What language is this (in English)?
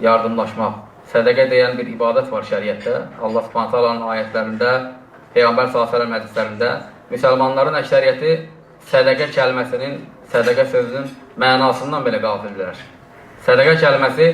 Azerbaijani